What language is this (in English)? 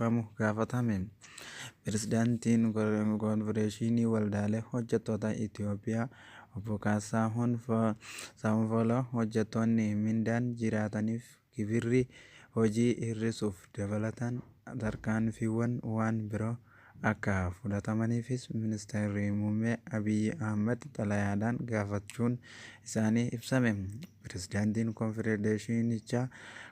Oromo